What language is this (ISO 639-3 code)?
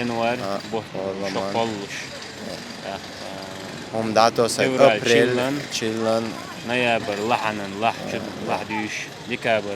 che